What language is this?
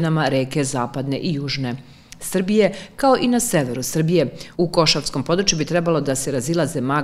Serbian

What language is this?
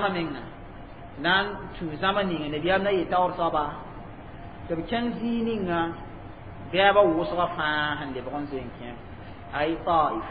Mossi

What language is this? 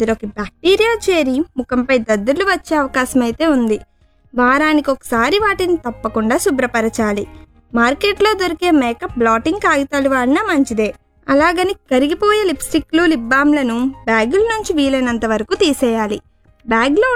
Telugu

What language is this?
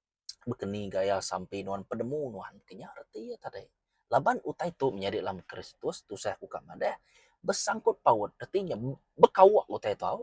Iban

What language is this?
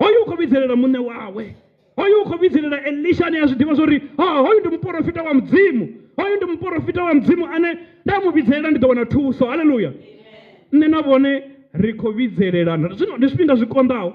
Venda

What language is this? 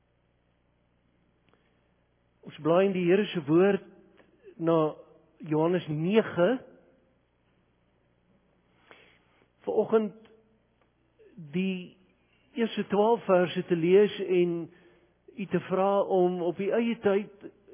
Afrikaans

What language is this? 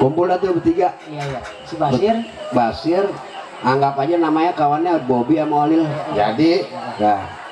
Betawi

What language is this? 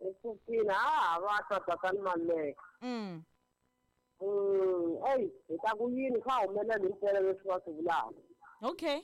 Tsonga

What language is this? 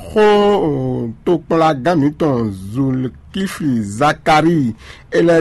Fon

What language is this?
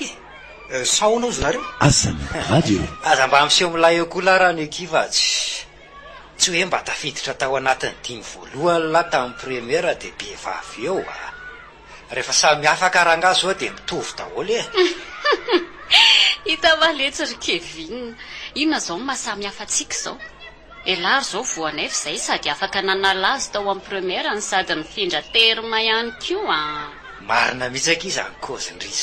Malagasy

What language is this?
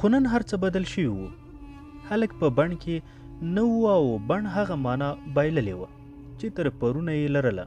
Pashto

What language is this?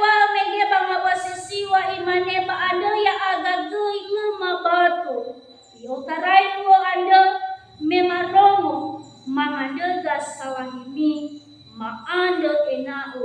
Nias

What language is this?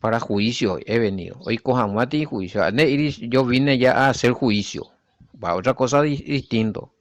Guarani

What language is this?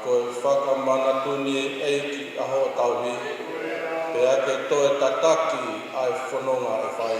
Tongan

